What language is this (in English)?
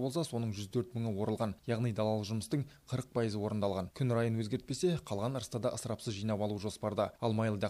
Kazakh